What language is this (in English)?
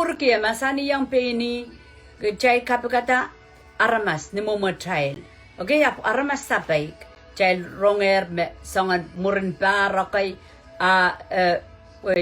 Pohnpeian